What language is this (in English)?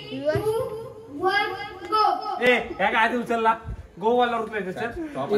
Marathi